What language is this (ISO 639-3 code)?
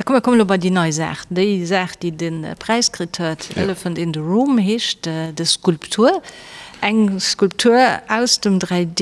ltz